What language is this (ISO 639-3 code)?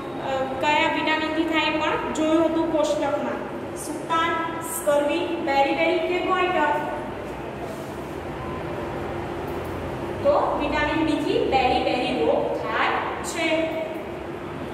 guj